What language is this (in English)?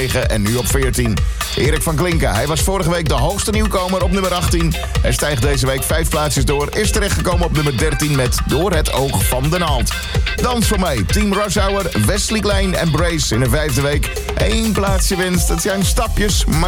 Dutch